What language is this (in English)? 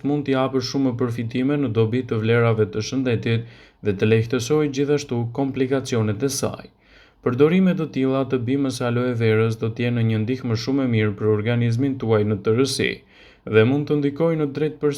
Albanian